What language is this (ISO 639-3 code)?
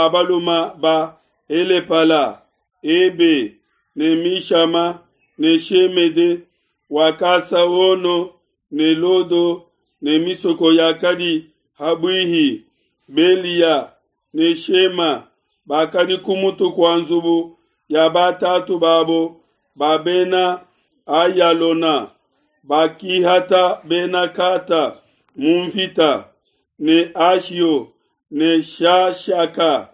lua